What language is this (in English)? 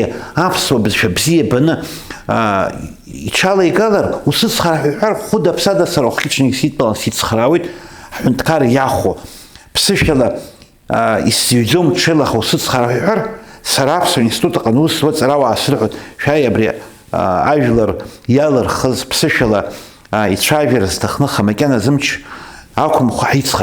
Abkhazian